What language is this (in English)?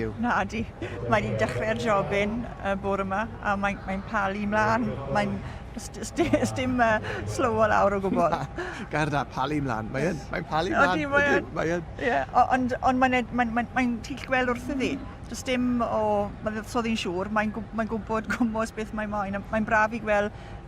Welsh